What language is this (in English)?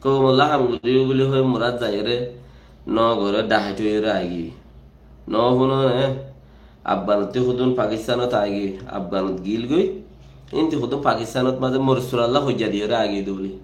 Rohingya